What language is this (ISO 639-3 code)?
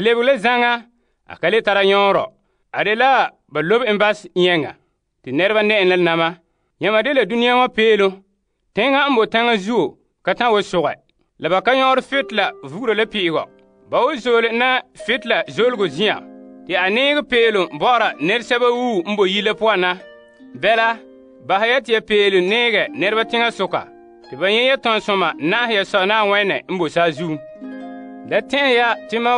gur